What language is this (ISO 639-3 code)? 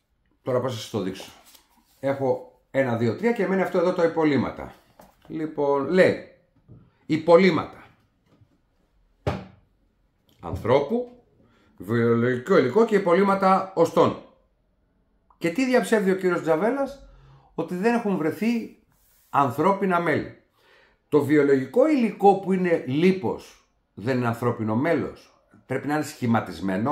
ell